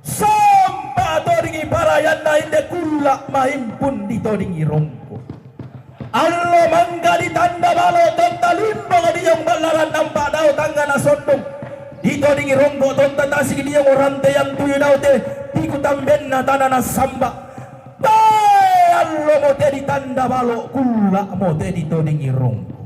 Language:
Toraja-Sa'dan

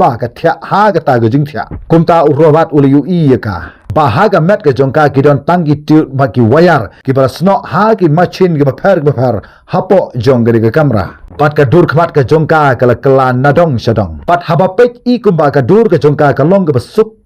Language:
Khasi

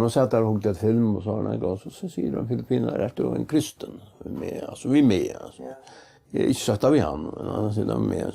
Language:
Faroese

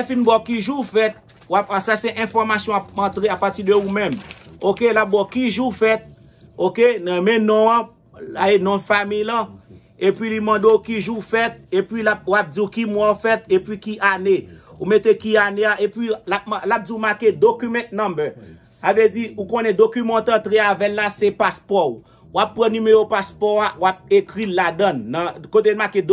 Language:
Haitian Creole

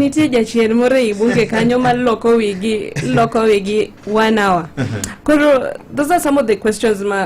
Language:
Luo (Kenya and Tanzania)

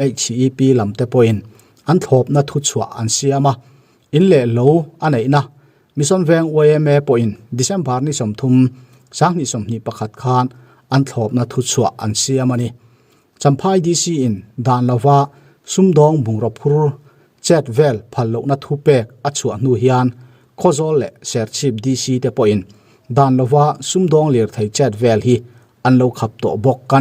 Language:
Mizo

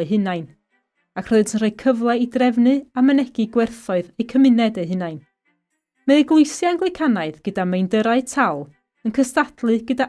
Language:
Welsh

